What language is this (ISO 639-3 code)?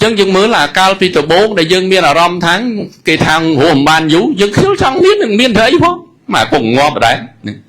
khm